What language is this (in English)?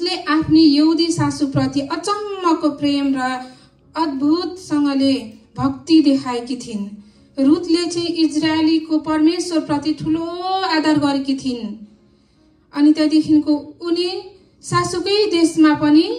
Nepali